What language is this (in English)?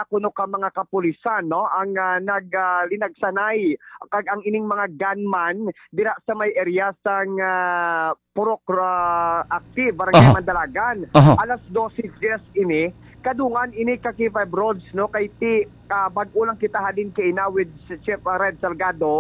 Hiligaynon